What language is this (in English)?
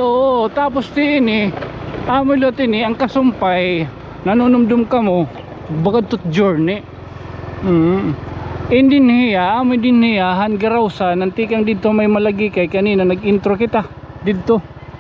Waray